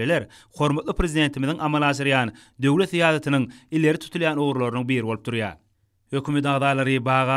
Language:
Turkmen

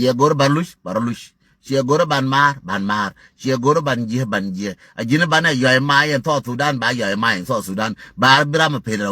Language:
Nuer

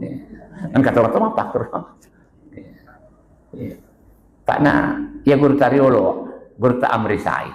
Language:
Buginese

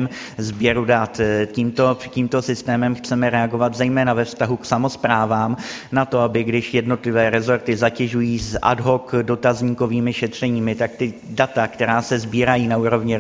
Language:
Czech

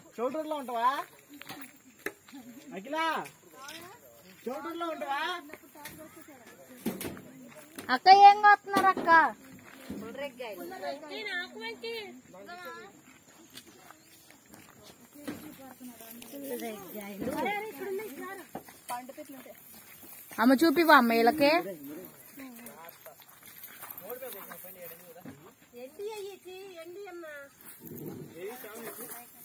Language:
Telugu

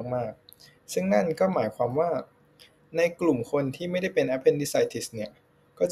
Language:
Thai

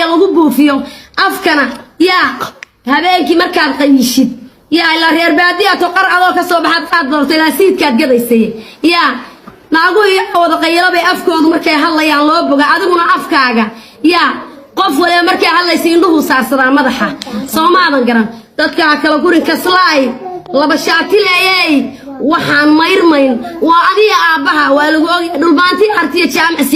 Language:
Somali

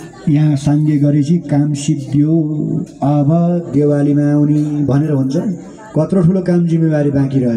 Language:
Nepali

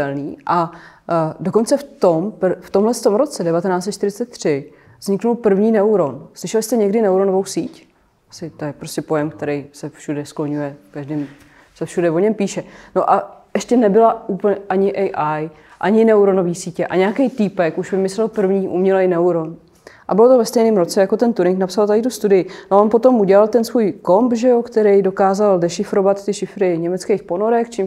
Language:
Czech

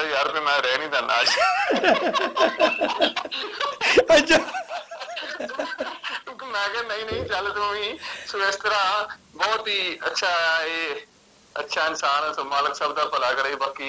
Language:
Punjabi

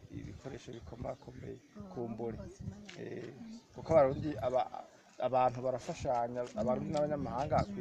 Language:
Rundi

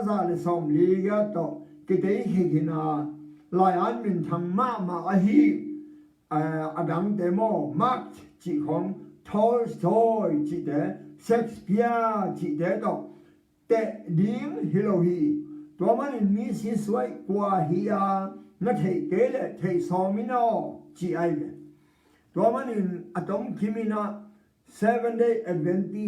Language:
Tedim Chin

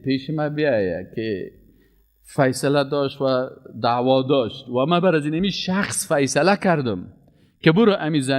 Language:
Persian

